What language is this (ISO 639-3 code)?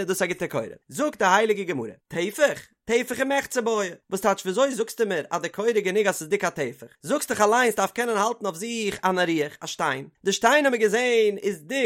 yid